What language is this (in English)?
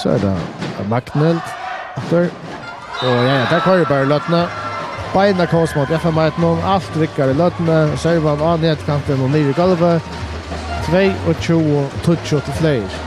Faroese